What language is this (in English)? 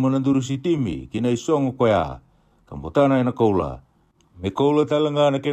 Fijian